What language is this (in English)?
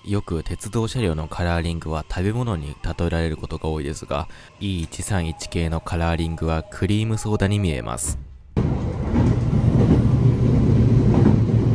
Japanese